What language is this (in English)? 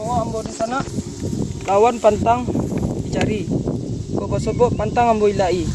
Minangkabau